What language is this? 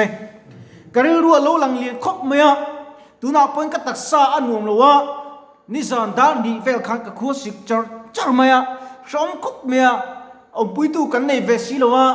Mizo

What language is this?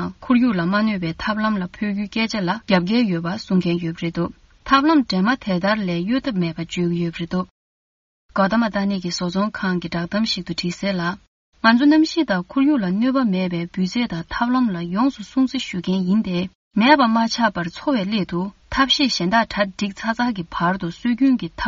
Tibetan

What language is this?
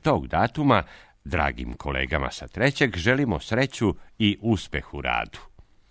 Serbian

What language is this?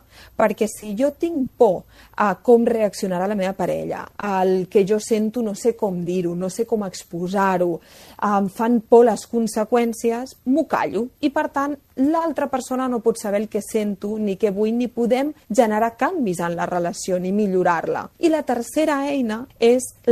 Catalan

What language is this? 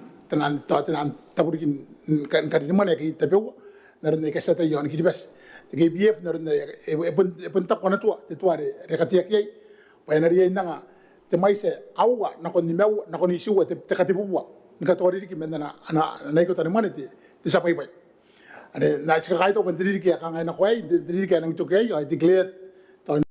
Gilbertese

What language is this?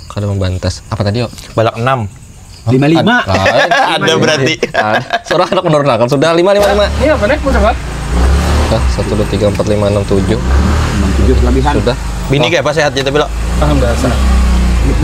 Banjar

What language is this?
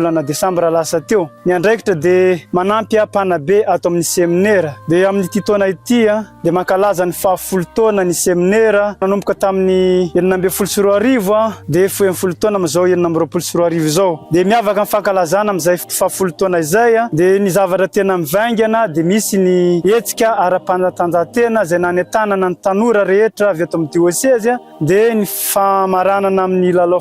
Malagasy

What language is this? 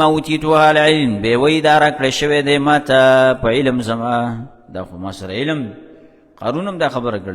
Pashto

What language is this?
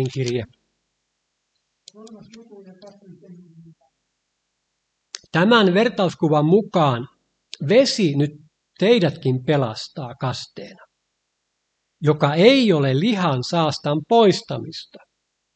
Finnish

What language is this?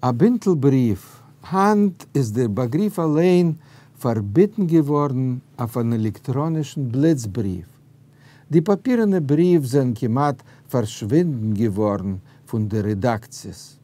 Yiddish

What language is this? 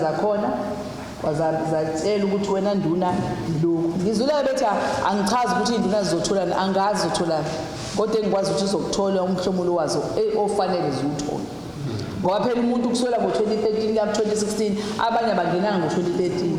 Zulu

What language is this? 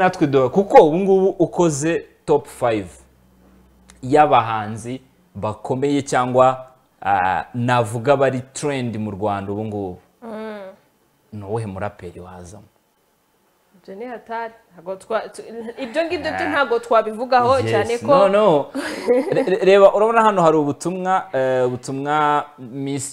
Kinyarwanda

